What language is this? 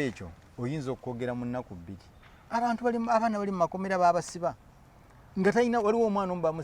Ganda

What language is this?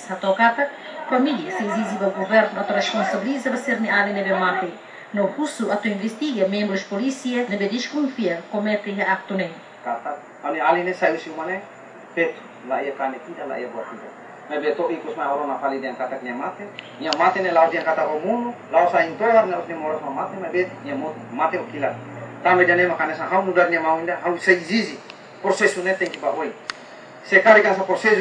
Tetum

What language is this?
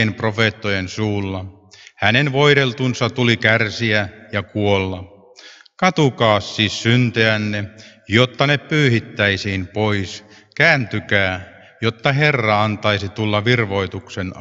Finnish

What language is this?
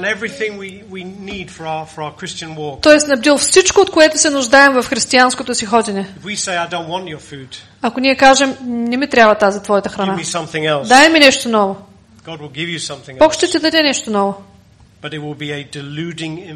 Bulgarian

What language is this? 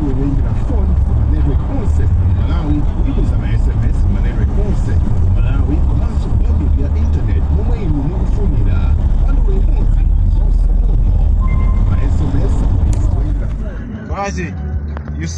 Nyanja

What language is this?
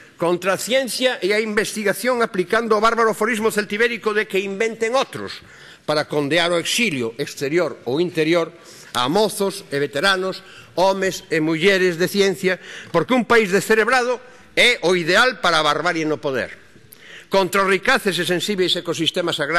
Galician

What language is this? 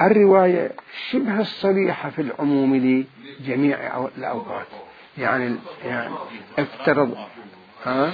Mesopotamian Arabic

